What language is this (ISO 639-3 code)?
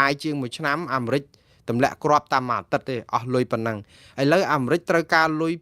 khm